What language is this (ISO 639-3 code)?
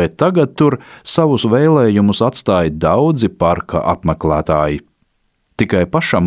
lav